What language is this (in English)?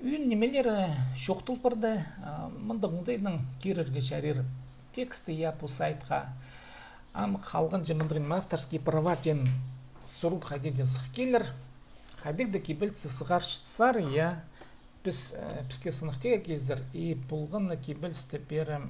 Khakas